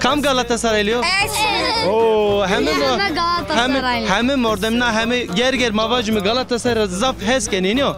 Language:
Zaza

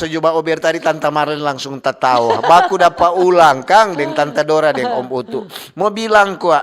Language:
Manado Malay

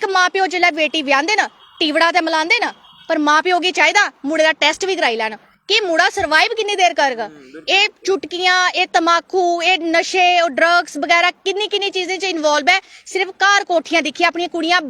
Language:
Dogri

